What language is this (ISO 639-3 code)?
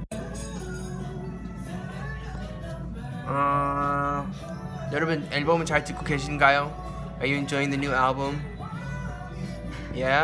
kor